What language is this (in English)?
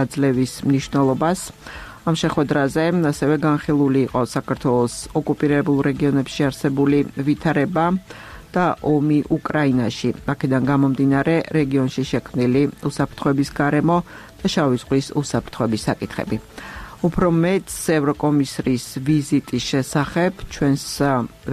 Georgian